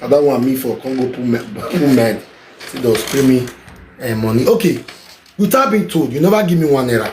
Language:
Nigerian Pidgin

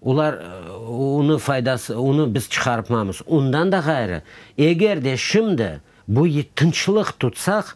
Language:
Crimean Tatar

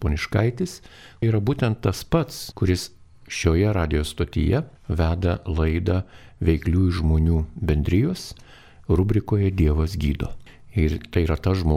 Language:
Lithuanian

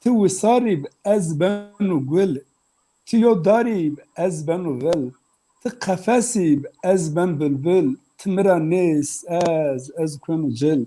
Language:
Zaza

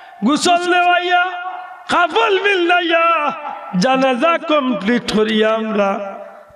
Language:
Sylheti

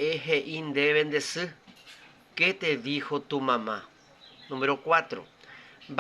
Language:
Guarani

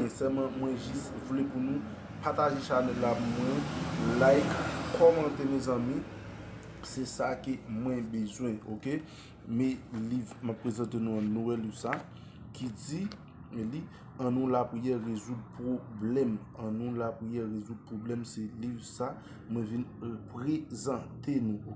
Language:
Haitian Creole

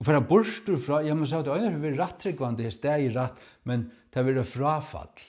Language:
Faroese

